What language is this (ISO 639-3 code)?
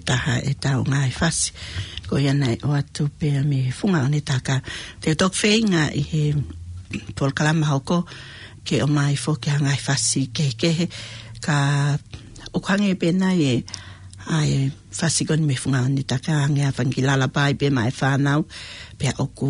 ton